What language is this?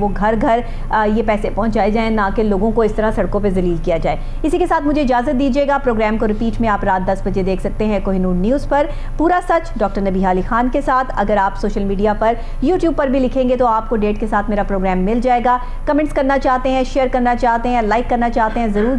Urdu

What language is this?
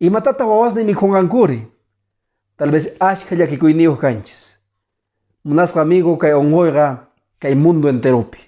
Quechua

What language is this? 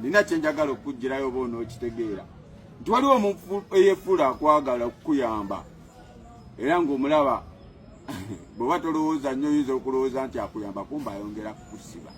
Ganda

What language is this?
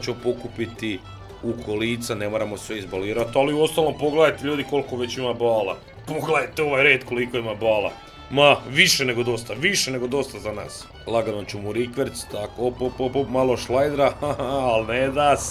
Croatian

